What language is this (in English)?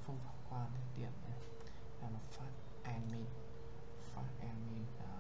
Vietnamese